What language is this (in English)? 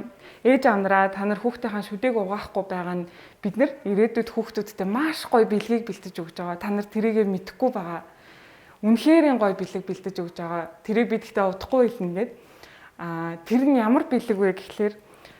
Mongolian